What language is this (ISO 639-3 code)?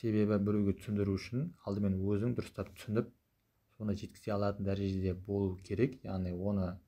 kaz